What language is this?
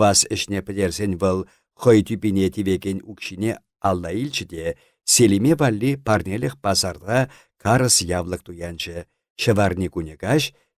Chuvash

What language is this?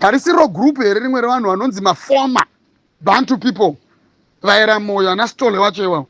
Shona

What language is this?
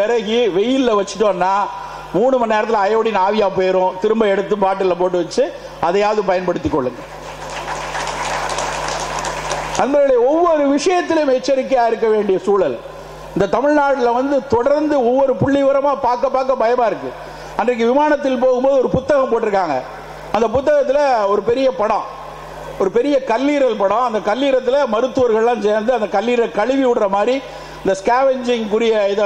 Tamil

